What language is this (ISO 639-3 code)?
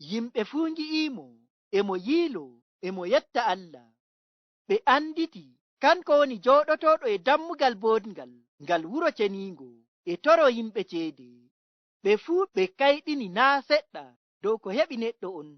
fuv